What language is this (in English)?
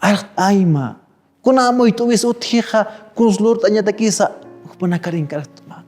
Aymara